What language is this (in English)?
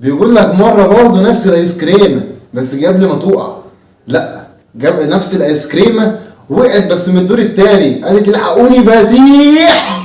Egyptian Arabic